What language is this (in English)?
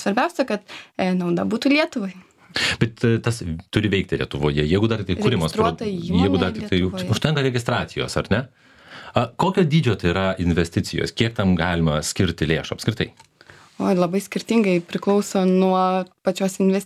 Lithuanian